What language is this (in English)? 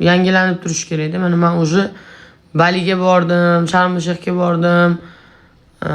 Uzbek